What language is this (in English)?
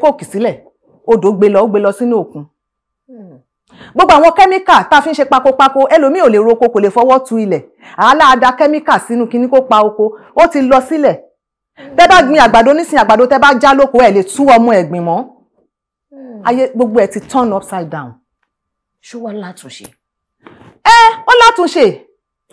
Yoruba